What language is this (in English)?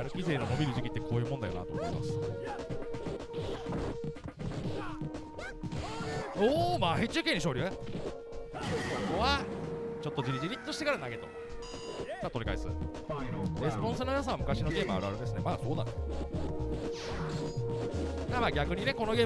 Japanese